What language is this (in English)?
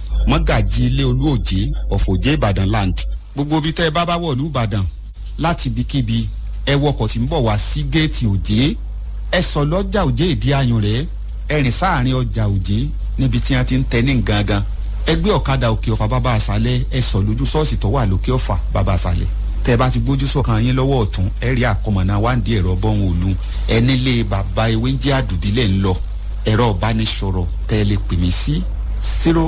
Yoruba